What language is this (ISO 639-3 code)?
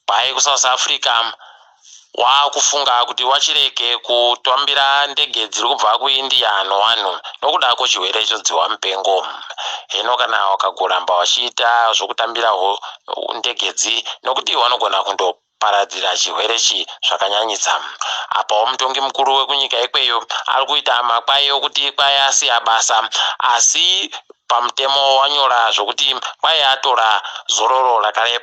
ndc